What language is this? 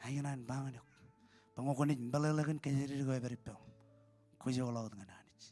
Marshallese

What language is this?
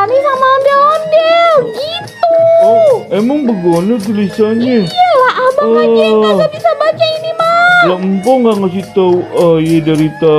Betawi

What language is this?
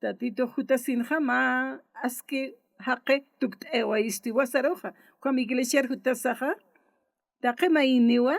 Aymara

